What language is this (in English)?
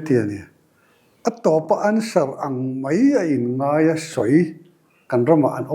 Mizo